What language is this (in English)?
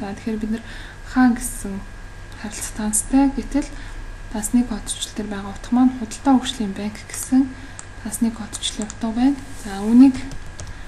Mongolian